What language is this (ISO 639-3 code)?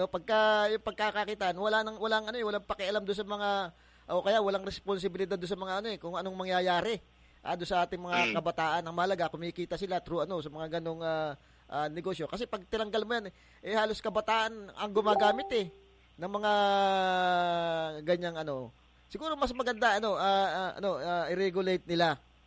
fil